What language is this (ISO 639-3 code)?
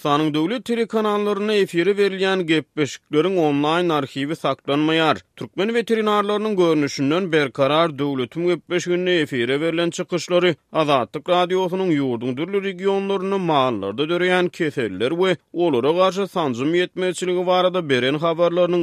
tuk